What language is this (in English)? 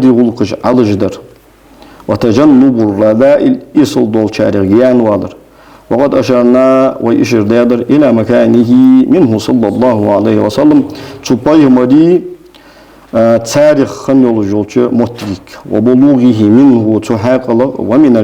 Ingush